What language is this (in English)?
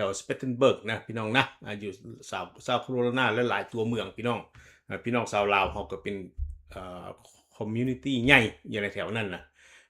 Lao